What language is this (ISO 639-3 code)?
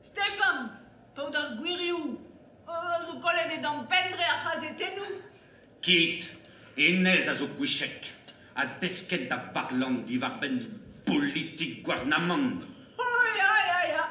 bre